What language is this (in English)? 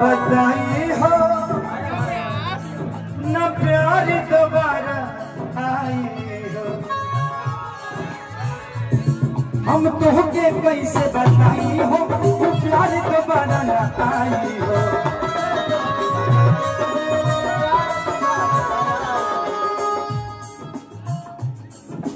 Bhojpuri